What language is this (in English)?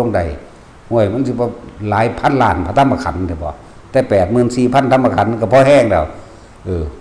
Northeastern Thai